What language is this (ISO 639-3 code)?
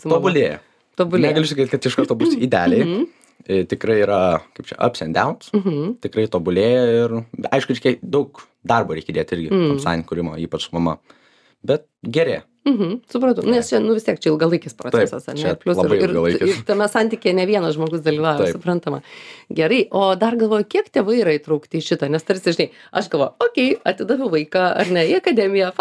lit